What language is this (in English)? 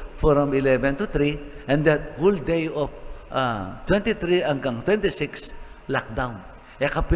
Pampanga